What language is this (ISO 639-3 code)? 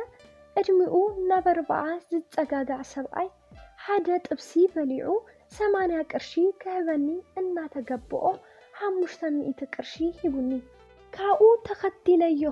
tir